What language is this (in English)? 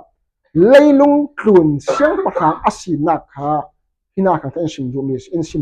Falam Chin